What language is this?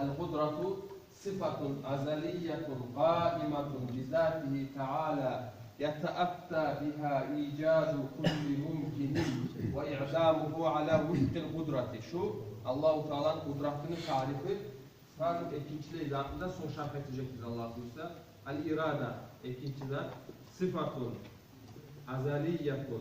Kumyk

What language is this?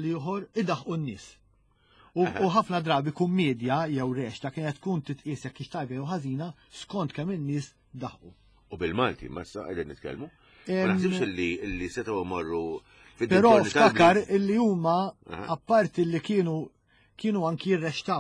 Maltese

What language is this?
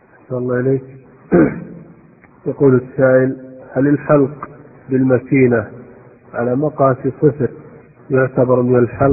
Arabic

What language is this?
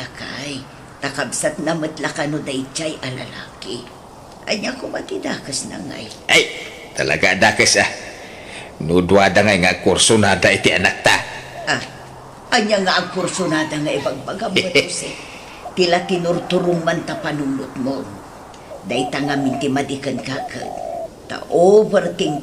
Iloko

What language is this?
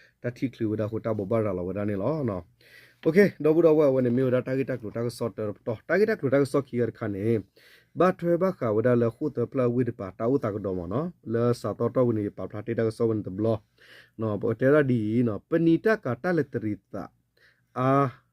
S'gaw Karen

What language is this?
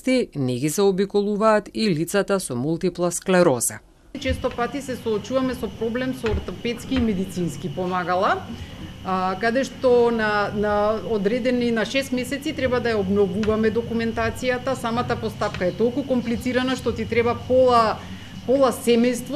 Macedonian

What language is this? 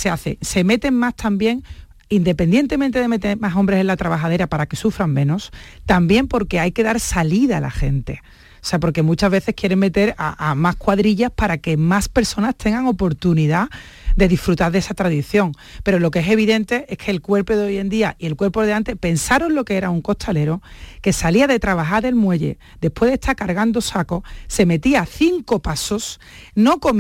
Spanish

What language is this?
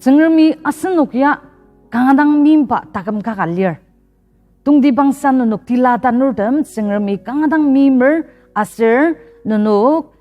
Ao Naga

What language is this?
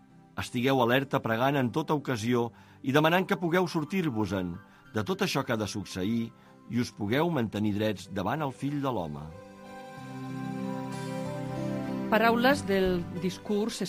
Catalan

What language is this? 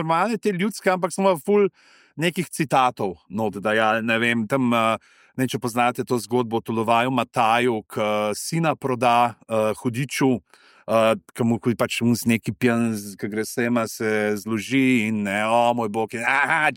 Slovenian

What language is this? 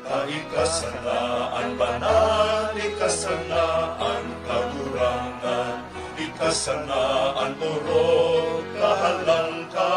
Bikol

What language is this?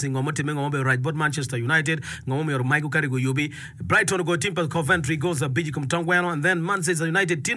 Acoli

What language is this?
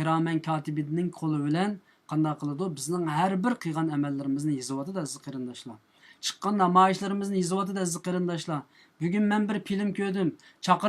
Uyghur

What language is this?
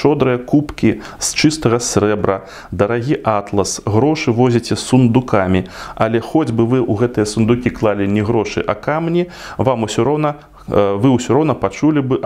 Belarusian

